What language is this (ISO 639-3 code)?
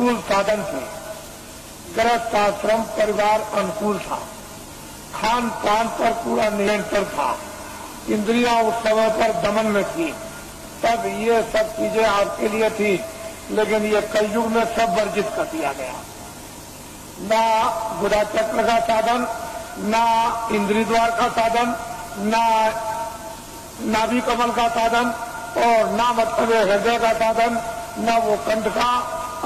hin